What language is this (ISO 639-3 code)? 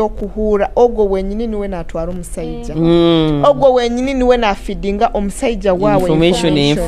nyo